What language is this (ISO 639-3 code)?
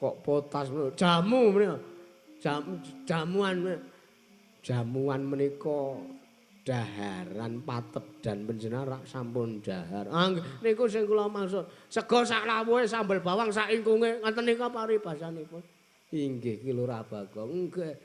jav